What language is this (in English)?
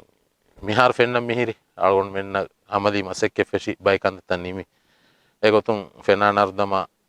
Divehi